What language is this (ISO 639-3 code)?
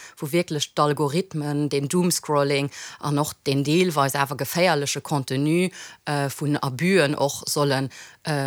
ltz